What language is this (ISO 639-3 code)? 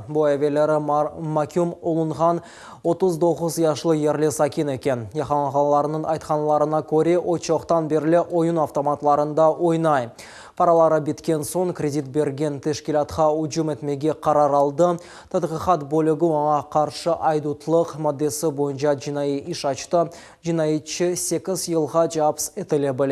crh